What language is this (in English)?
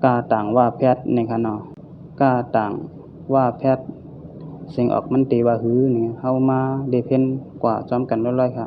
Shan